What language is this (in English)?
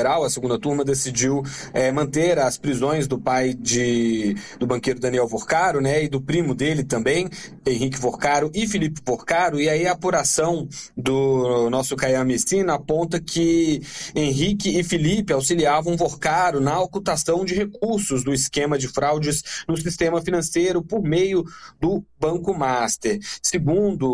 Portuguese